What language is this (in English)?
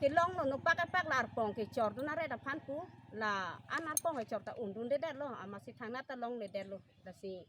Karbi